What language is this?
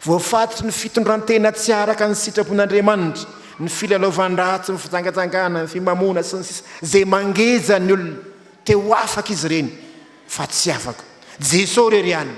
Malagasy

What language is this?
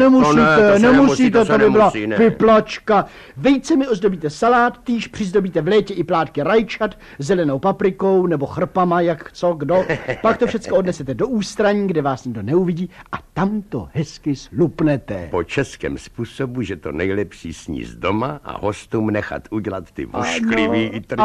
Czech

